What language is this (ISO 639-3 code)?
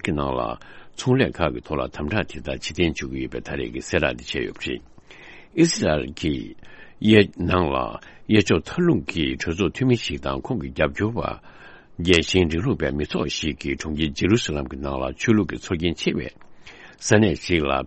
bod